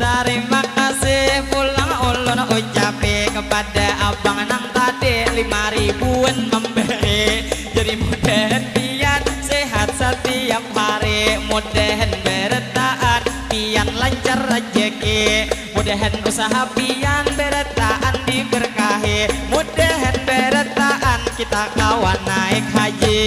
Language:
Banjar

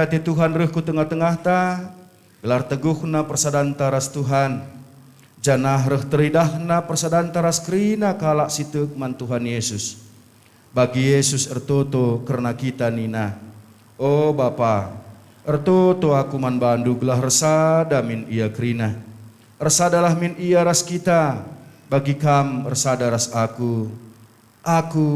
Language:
Batak Karo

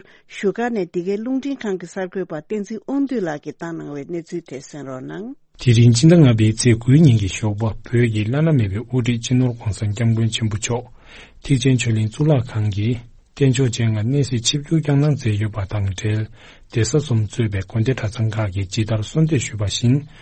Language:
Tibetan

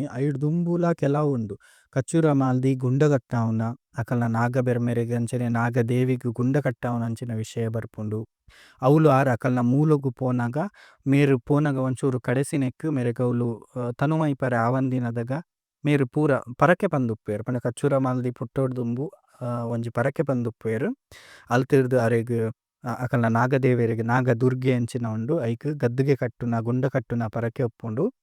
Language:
Tulu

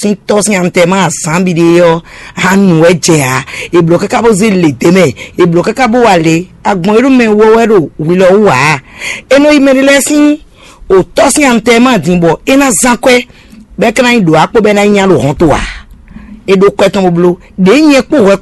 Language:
Fon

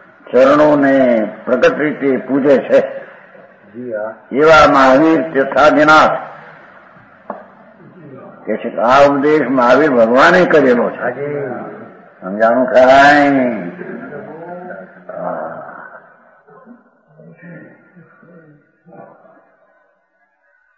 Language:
Gujarati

